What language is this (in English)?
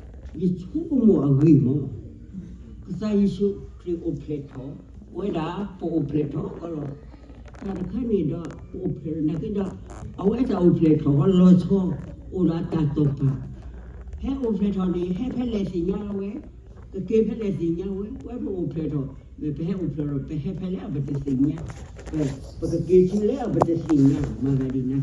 S'gaw Karen